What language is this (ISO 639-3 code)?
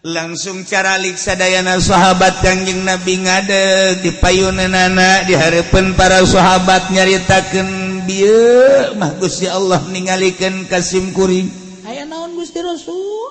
sun